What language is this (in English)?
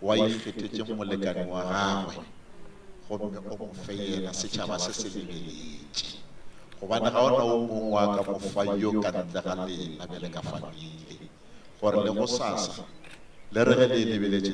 Northern Sotho